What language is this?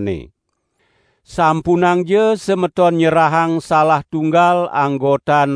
Balinese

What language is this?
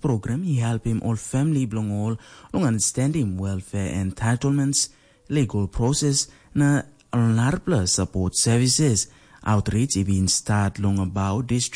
Tok Pisin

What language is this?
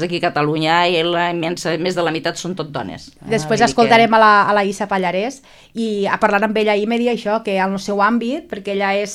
Catalan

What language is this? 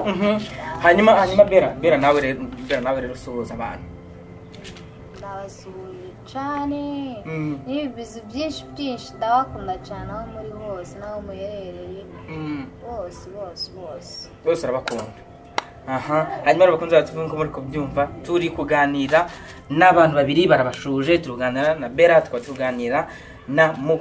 Kinyarwanda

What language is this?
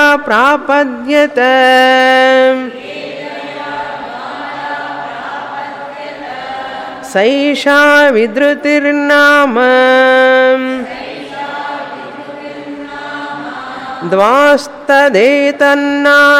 Telugu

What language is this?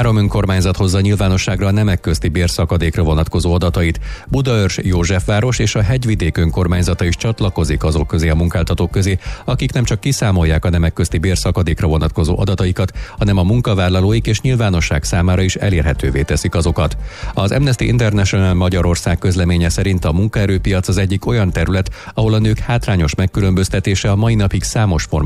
Hungarian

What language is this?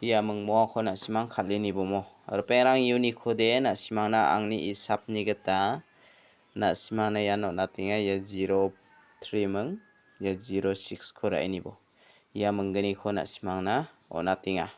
Garo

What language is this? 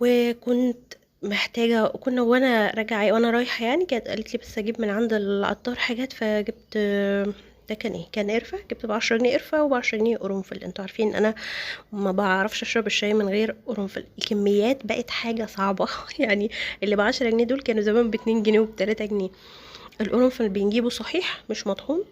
Egyptian Arabic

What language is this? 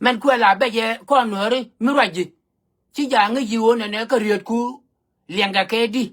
Nuer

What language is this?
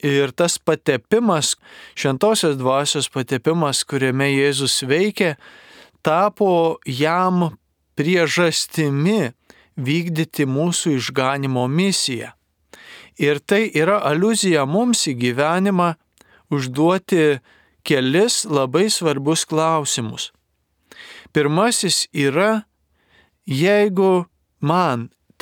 Lithuanian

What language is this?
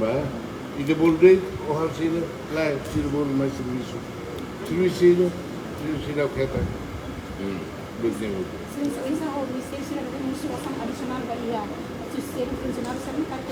Tetum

